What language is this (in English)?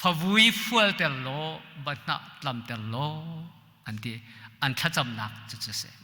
Hakha Chin